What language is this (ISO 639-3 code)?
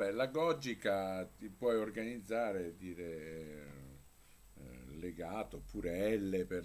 ita